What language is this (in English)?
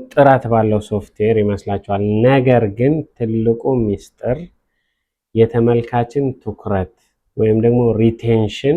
Amharic